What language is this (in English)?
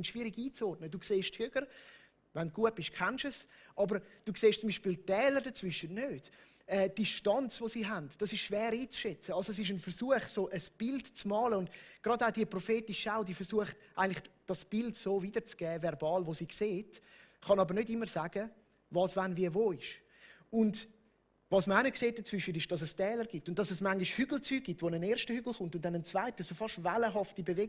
Swiss German